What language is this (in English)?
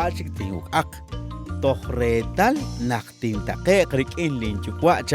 Kekchí